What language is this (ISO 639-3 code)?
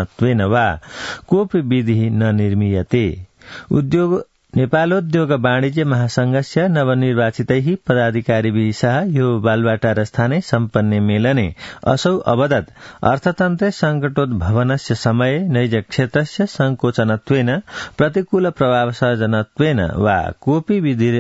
san